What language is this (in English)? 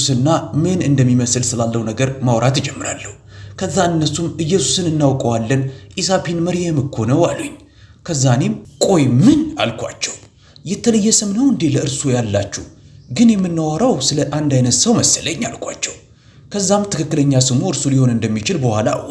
Amharic